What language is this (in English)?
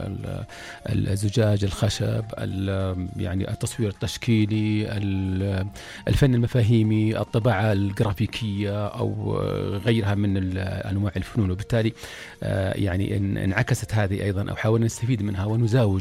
Najdi Arabic